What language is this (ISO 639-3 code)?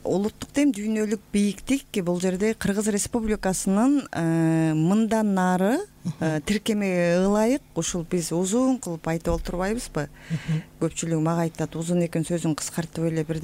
kir